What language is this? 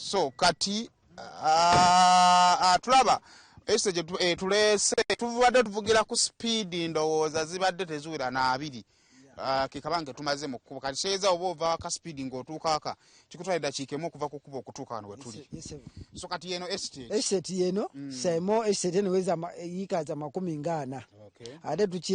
Ganda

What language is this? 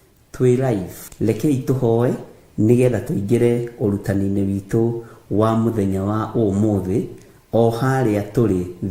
Kikuyu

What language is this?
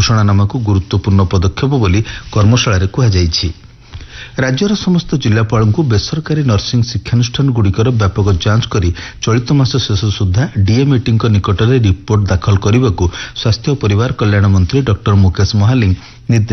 Odia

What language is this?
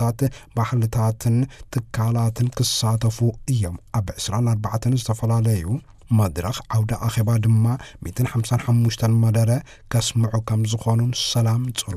Tigrinya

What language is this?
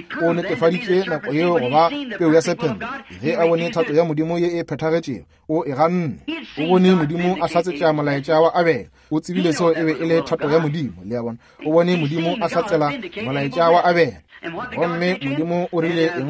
Northern Sotho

